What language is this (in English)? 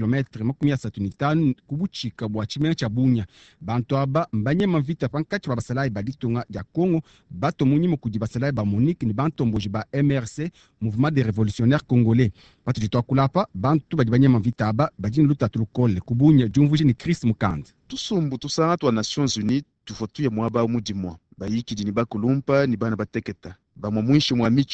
Luba-Lulua